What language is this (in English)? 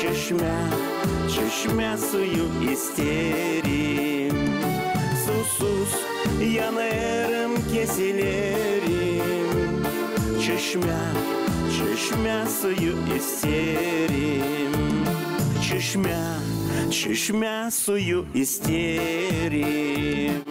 Gagauz